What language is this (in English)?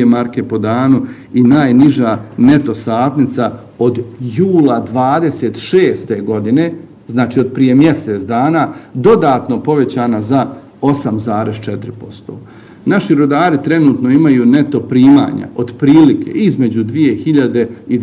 Bosnian